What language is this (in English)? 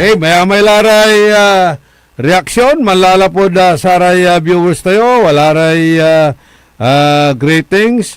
Pangasinan